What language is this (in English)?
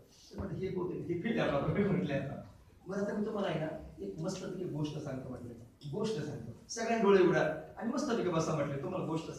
Marathi